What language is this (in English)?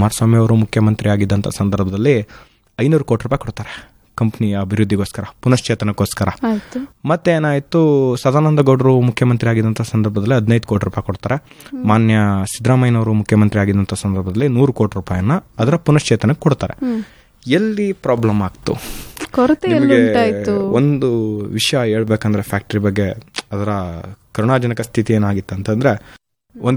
Kannada